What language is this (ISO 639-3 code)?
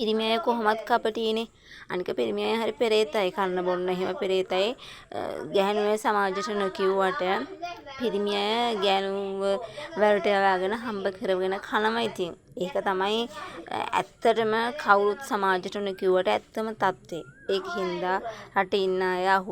sin